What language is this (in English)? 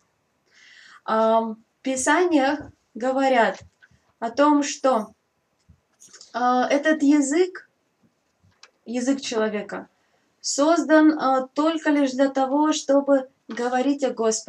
Russian